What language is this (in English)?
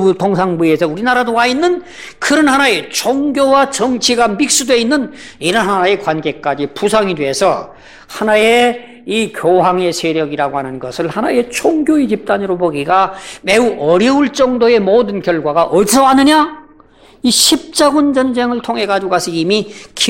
Korean